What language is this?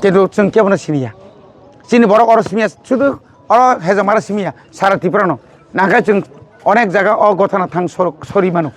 Kok Borok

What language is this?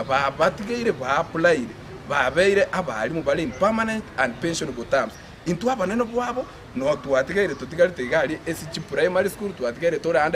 Gusii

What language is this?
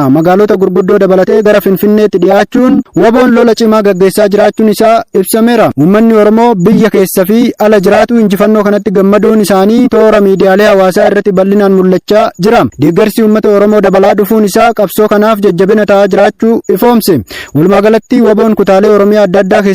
Oromo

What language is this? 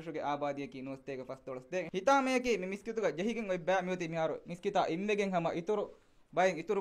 Divehi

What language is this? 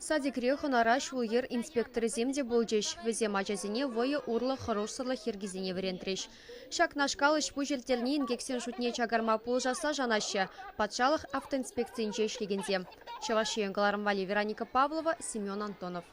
Chuvash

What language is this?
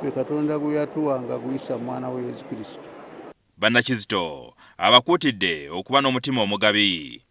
Ganda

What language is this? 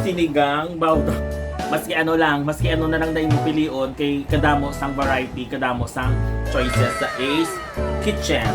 Hiligaynon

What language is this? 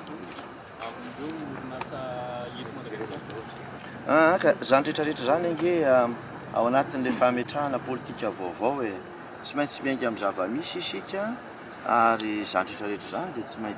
Malagasy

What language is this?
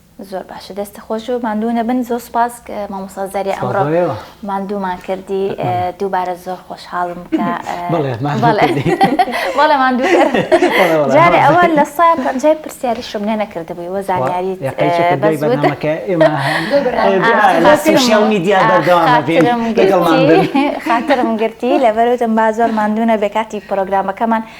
Central Kurdish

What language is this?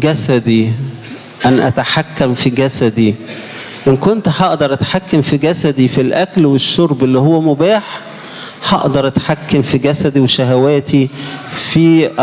Egyptian Arabic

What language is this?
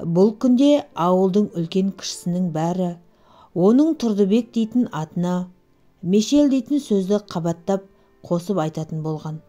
Kazakh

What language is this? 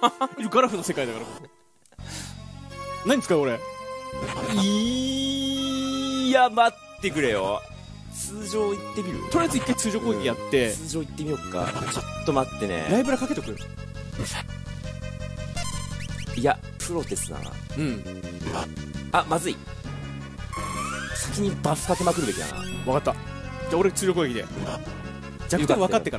Japanese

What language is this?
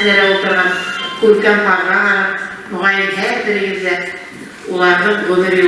Bashkir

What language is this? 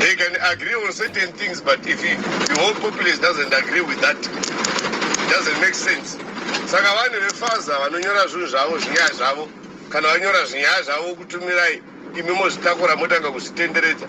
Shona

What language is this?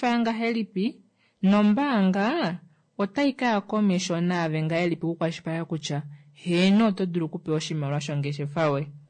Kuanyama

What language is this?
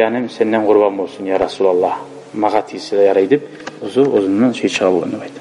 Kumyk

